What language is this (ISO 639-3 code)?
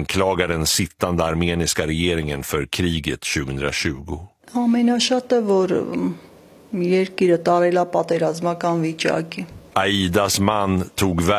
swe